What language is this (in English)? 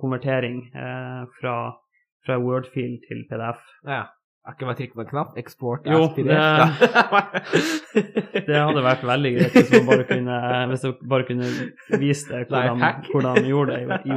Norwegian